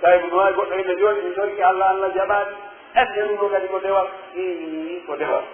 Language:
Pular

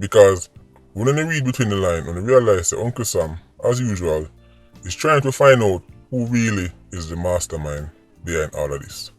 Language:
Jamaican Creole English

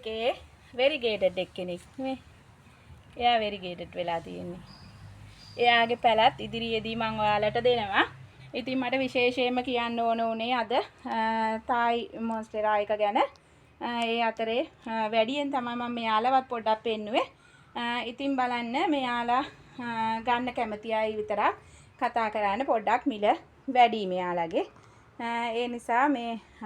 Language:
Sinhala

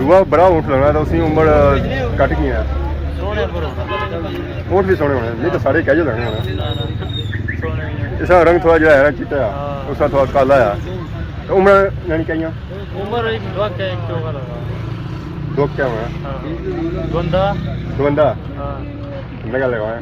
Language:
Pahari-Potwari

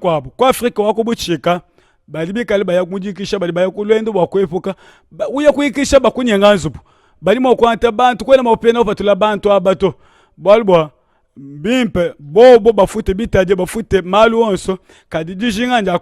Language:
Luba-Lulua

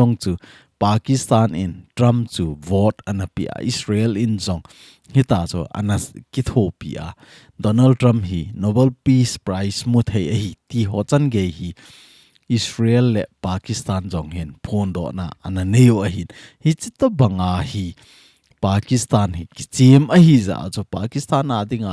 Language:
Thado Chin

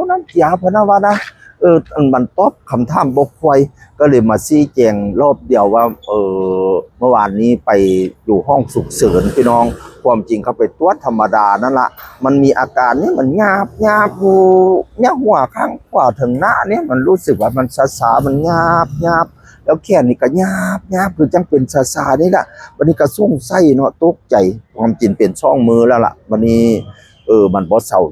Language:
Northeastern Thai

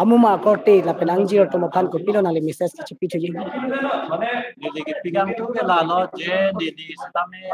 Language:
Karbi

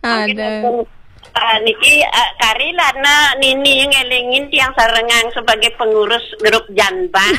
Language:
Balinese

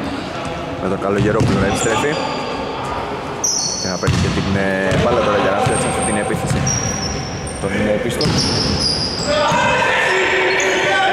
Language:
Greek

